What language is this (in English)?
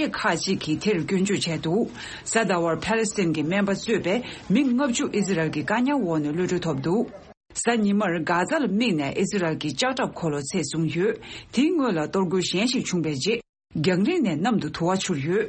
Tibetan